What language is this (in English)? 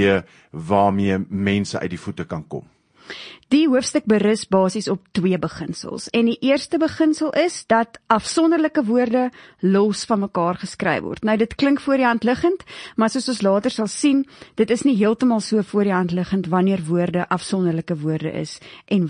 Afrikaans